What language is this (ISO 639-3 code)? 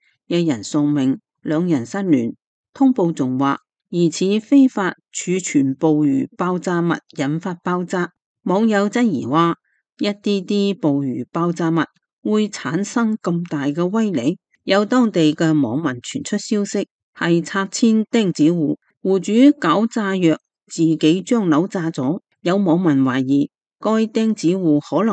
yue